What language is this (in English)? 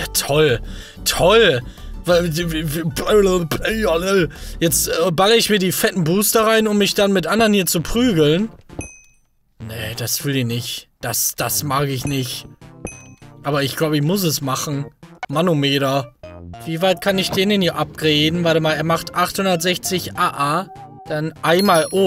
German